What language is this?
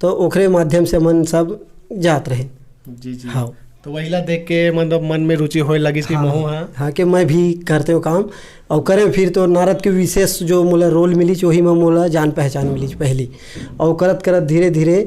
Chhattisgarhi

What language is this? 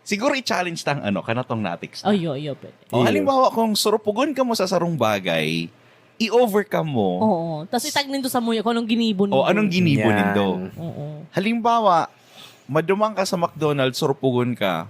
Bikol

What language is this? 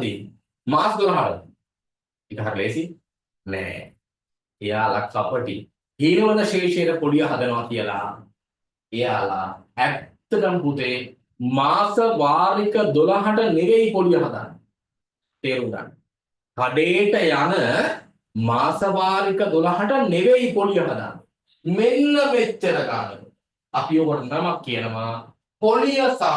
Sinhala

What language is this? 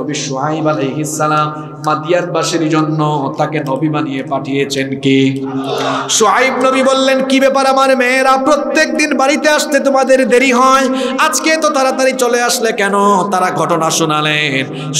Bangla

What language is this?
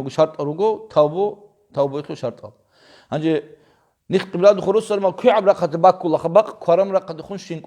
Avaric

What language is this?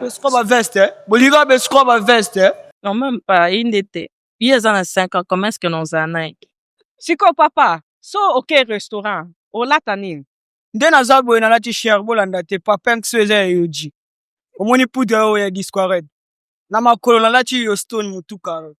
Lingala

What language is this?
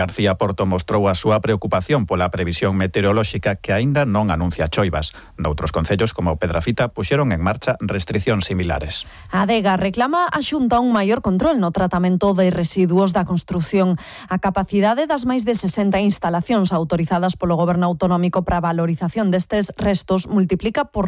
Galician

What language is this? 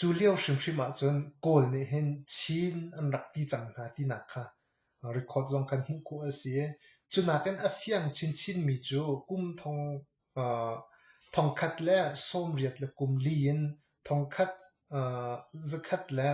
Hakha Chin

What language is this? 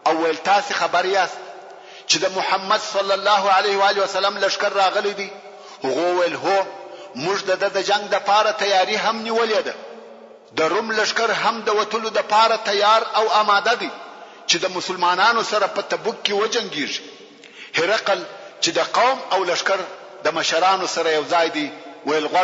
Pashto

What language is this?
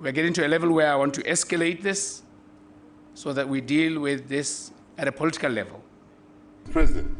Tswana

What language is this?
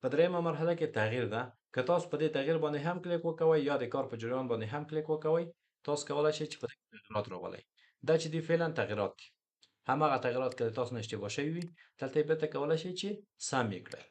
Pashto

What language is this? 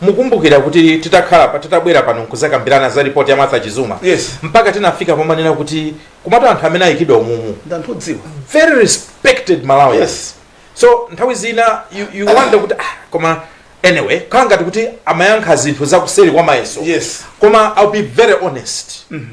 Nyanja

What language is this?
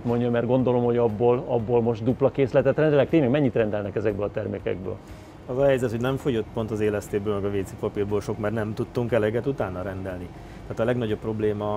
Hungarian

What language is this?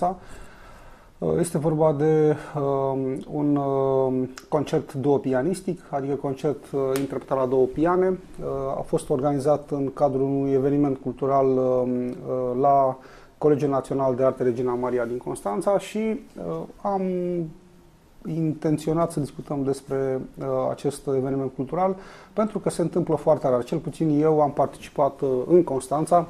Romanian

